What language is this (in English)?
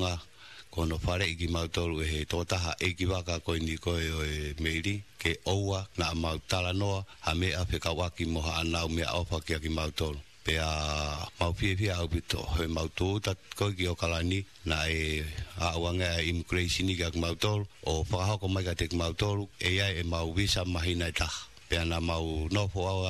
Tongan